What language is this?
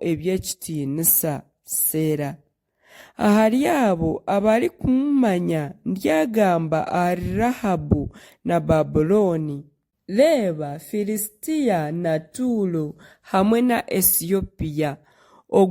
Nyankole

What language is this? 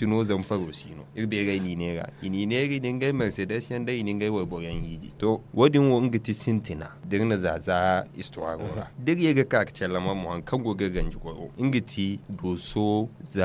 Zarma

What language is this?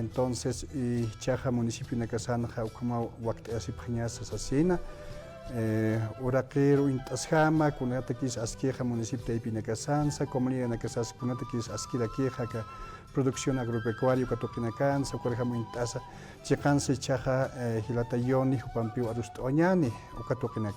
Aymara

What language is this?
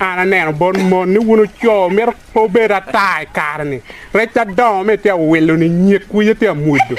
Acoli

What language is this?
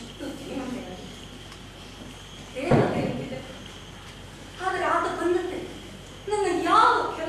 Kannada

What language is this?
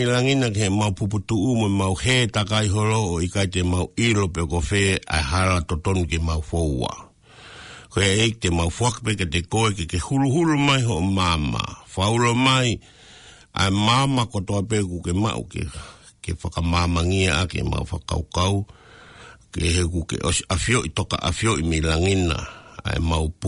Tongan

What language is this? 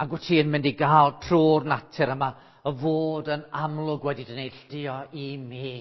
Welsh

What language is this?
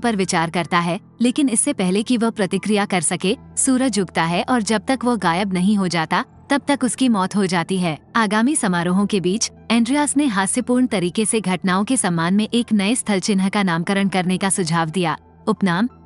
Hindi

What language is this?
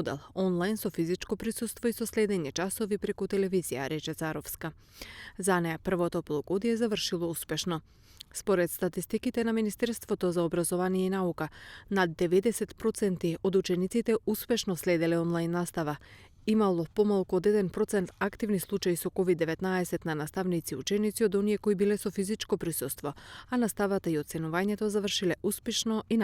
Macedonian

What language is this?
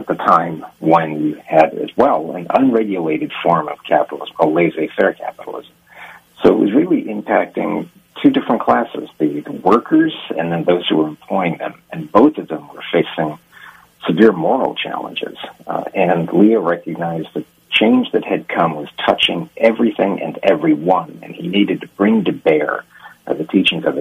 English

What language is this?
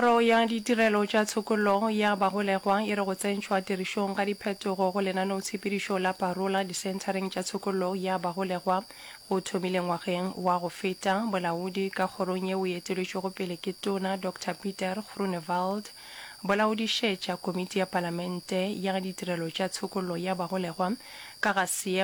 Northern Sotho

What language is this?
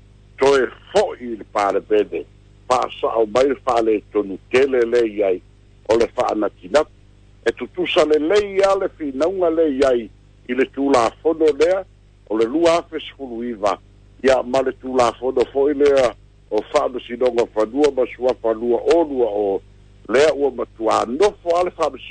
Samoan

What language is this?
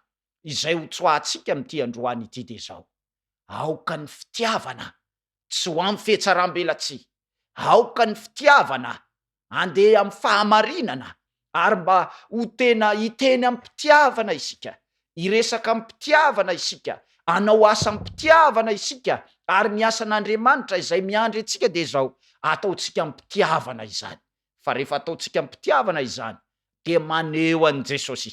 Malagasy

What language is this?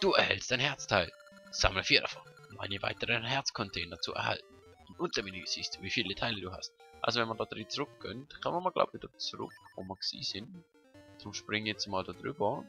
Swiss German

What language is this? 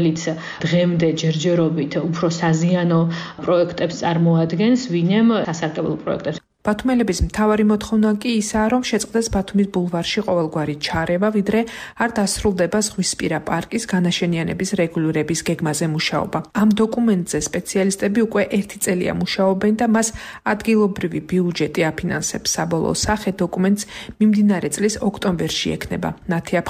Georgian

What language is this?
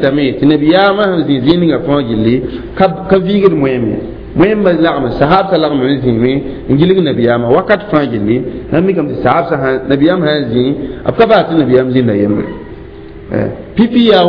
Mossi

